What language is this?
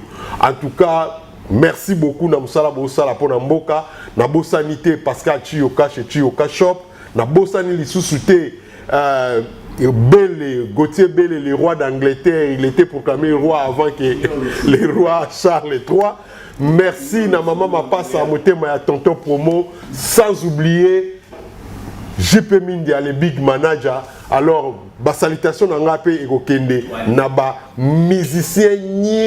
Lingala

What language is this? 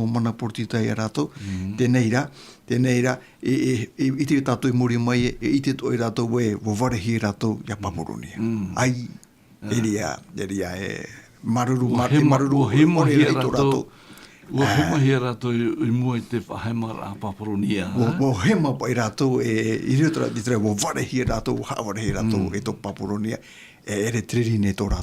Tahitian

